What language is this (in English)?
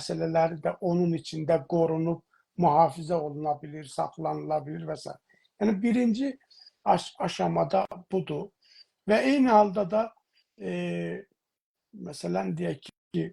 South Azerbaijani